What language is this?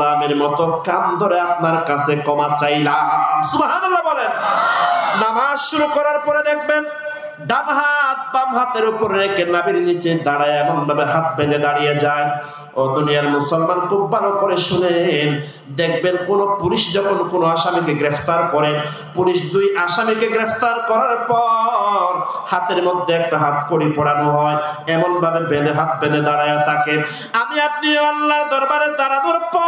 Rohingya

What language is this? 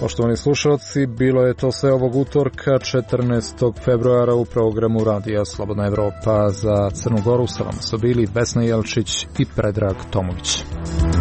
Serbian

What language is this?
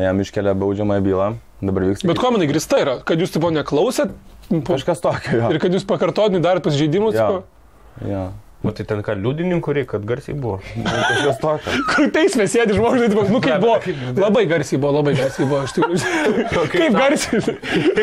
Lithuanian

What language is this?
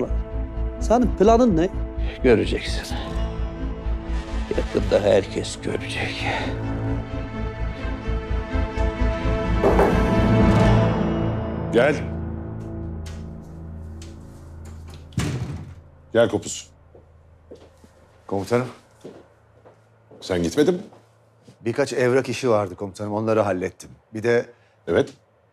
Turkish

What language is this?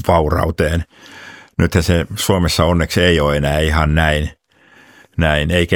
Finnish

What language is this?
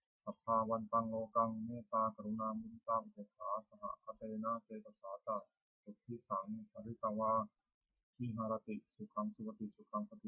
Pali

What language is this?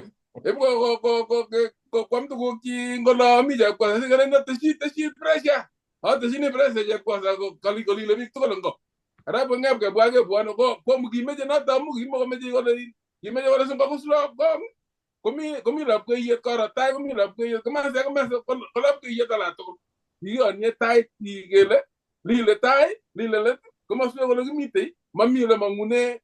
Kalenjin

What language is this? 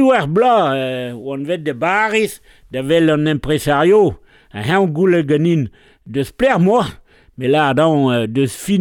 Breton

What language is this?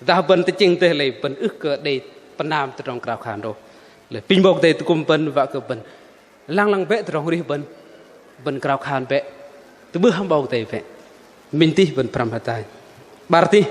Bahnar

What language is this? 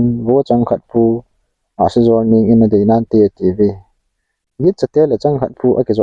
Thado Chin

